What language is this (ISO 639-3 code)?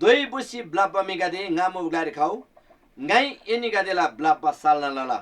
taj